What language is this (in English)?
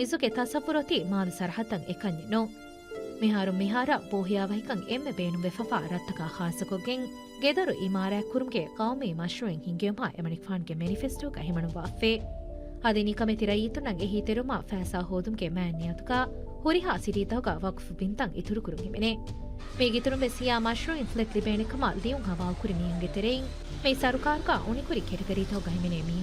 Divehi